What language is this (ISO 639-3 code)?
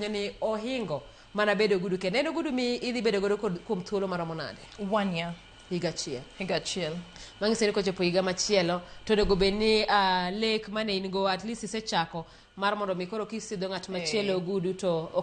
luo